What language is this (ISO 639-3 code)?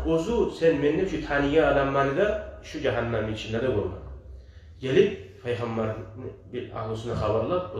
kum